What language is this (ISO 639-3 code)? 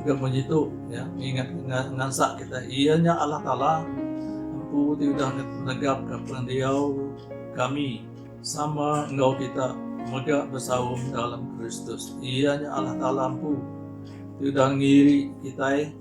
iba